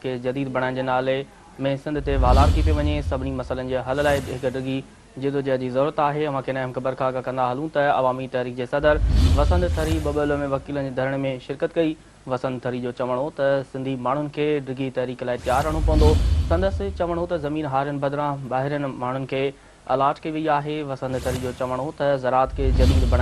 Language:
Sindhi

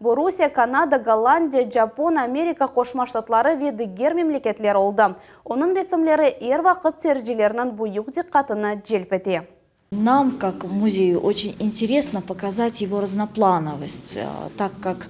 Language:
Crimean Tatar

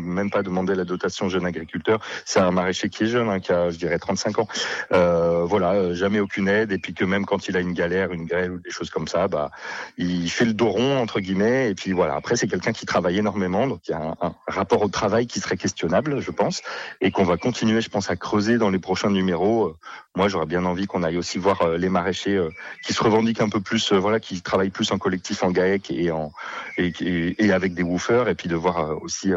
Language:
French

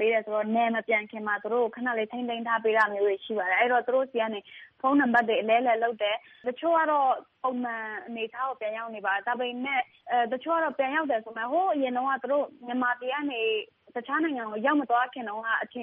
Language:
Burmese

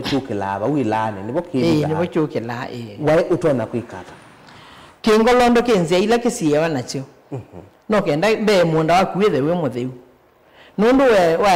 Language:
Kamba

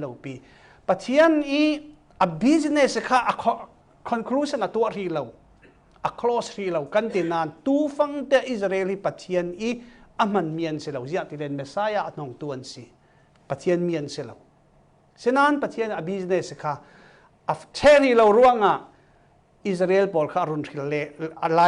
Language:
Falam Chin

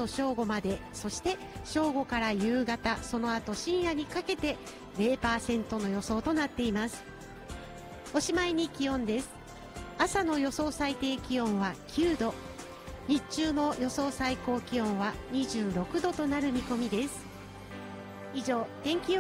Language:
Japanese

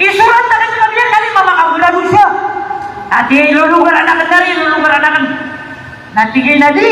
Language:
Maranao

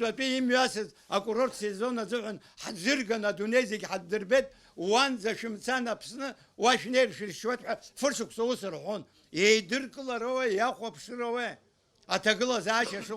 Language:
Abkhazian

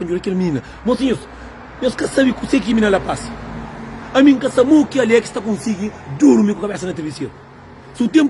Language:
Kabuverdianu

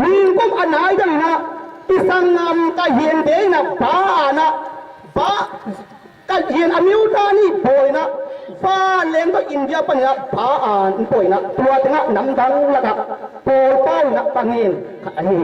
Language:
Tedim Chin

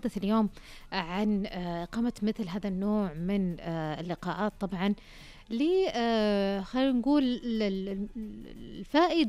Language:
Najdi Arabic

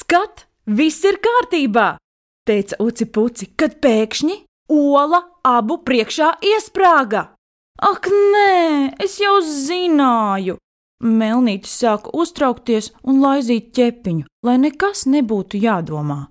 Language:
Latvian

